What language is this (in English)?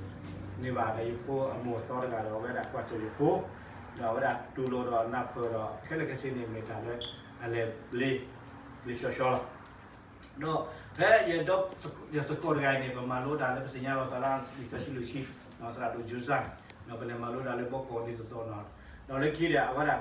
S'gaw Karen